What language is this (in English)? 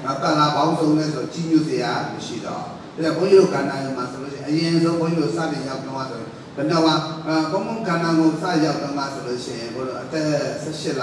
Burmese